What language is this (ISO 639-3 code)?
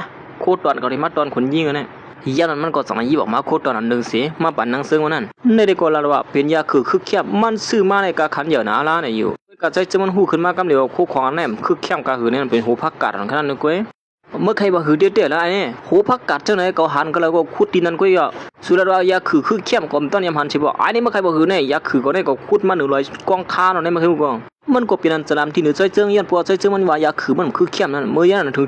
shn